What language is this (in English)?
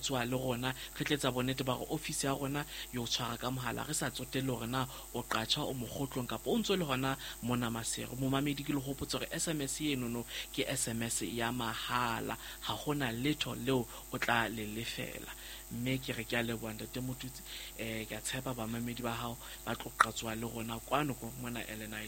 Southern Sotho